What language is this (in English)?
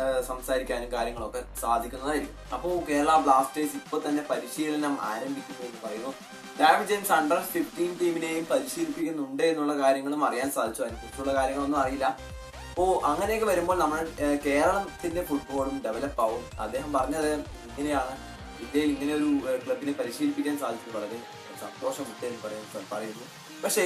Malayalam